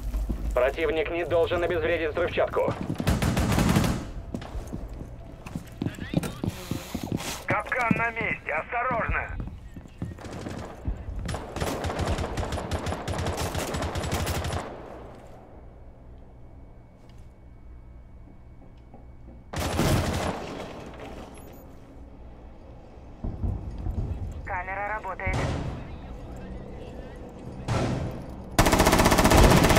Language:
Russian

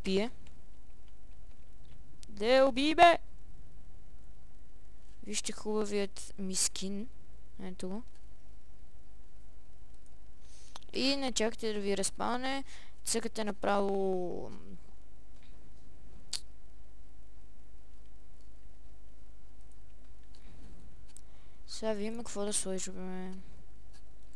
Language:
Bulgarian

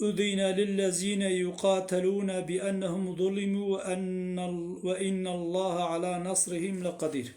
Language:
Kurdish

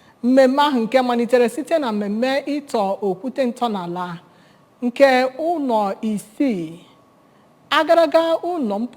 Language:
Igbo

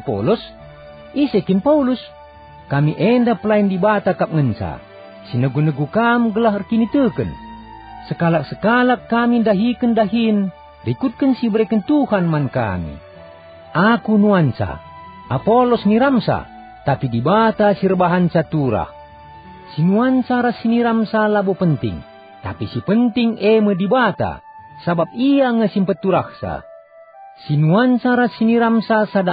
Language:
Batak Karo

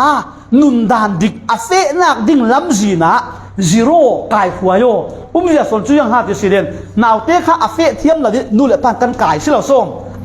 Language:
Falam Chin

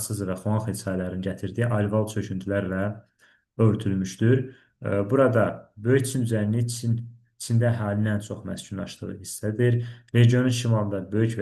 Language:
Azerbaijani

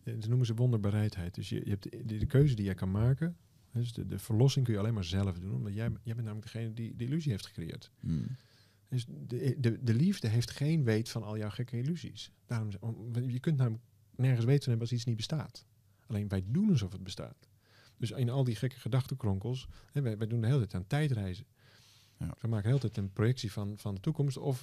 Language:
Dutch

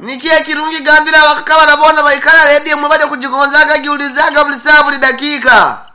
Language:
Nyankole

